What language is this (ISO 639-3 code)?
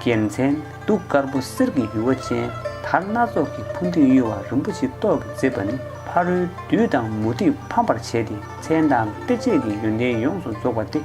bod